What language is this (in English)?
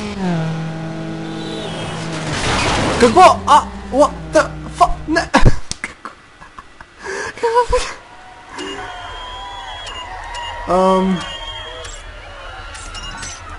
Bulgarian